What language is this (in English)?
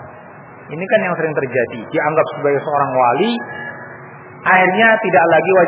Indonesian